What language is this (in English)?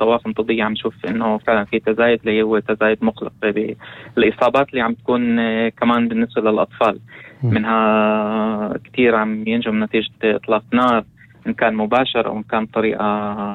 North Levantine Arabic